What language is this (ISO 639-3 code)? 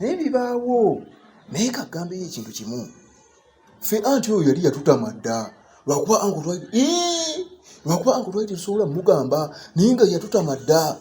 lug